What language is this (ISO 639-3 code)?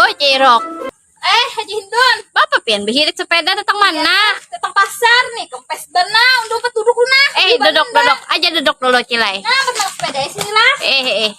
bjn